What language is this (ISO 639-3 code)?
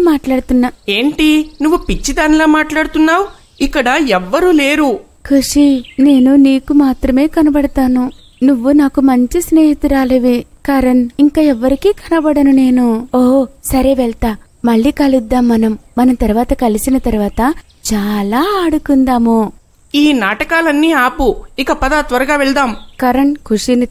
tel